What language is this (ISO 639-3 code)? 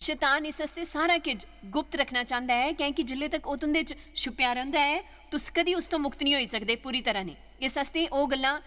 doi